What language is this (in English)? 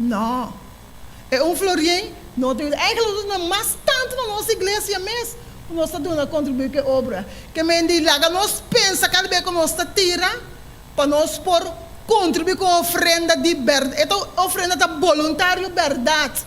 Papiamento